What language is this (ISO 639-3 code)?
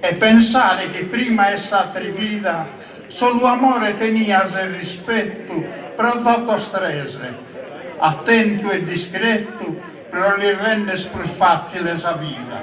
srd